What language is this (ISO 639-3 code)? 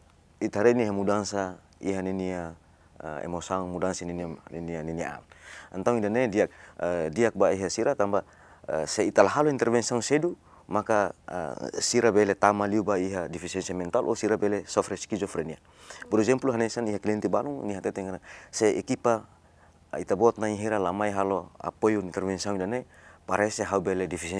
tet